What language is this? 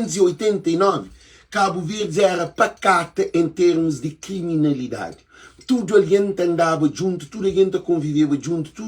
Kabuverdianu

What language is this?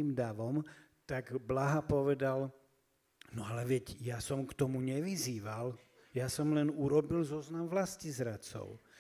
Slovak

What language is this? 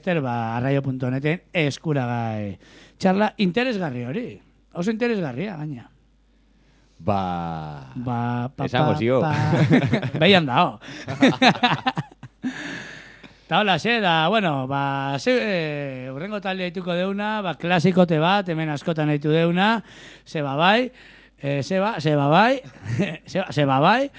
Basque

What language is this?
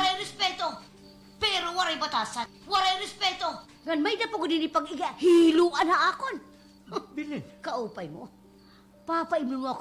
Waray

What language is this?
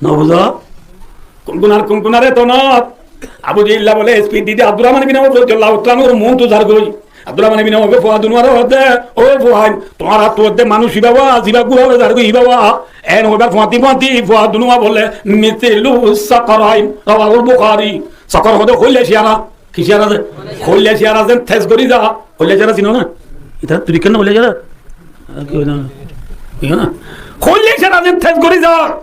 Rohingya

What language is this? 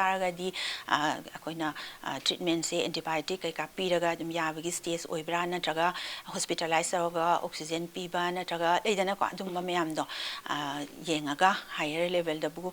Manipuri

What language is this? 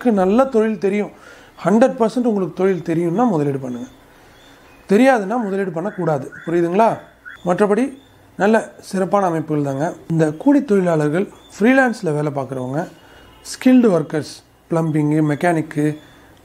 Tamil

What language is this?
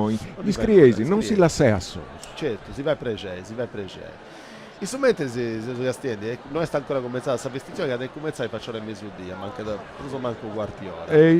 Sardinian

